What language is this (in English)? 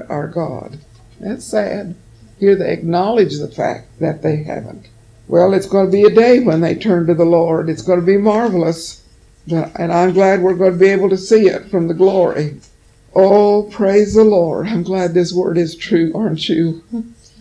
English